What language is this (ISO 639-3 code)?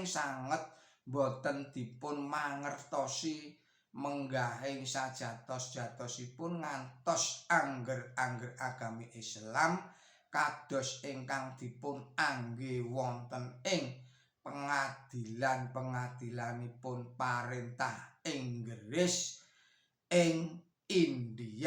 jav